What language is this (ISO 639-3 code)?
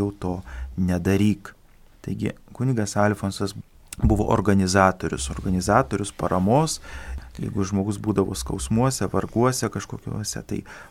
lit